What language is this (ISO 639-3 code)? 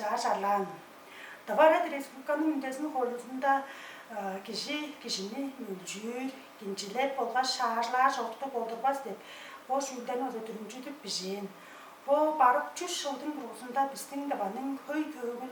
tyv